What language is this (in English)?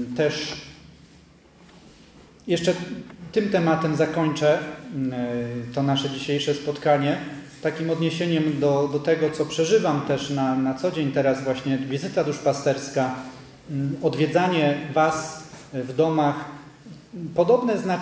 Polish